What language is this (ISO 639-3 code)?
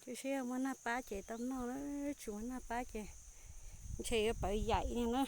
hmn